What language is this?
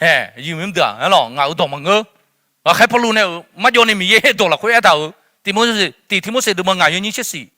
Akha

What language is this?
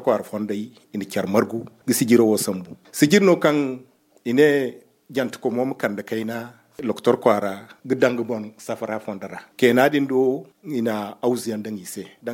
Zarma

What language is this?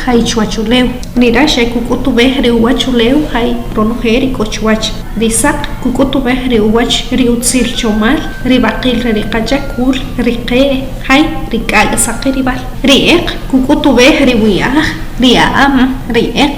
Achi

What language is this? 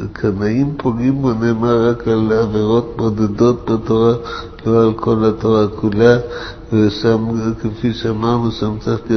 Hebrew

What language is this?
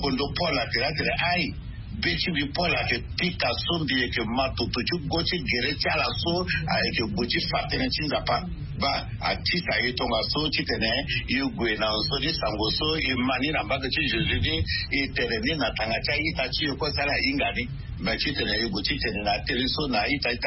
Sango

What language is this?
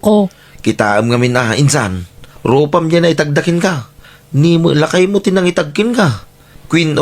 Iloko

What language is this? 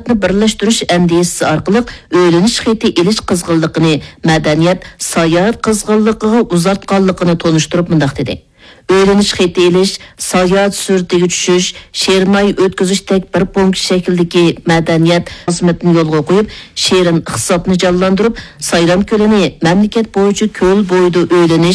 Uyghur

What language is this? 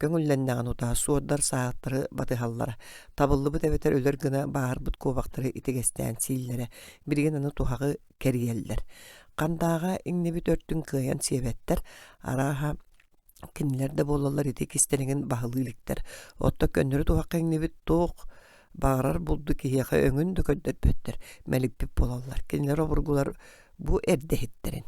Yakut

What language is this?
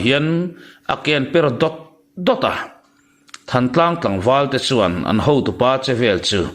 Mizo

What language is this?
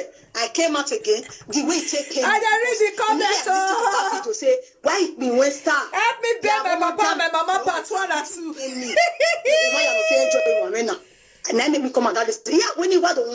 Nigerian Pidgin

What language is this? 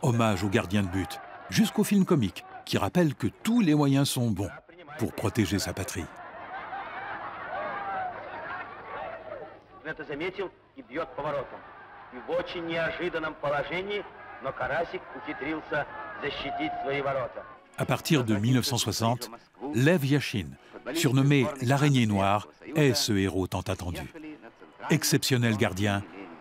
French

